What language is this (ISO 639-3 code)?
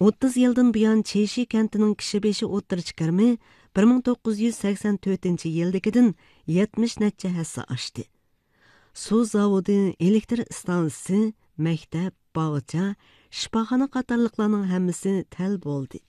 uig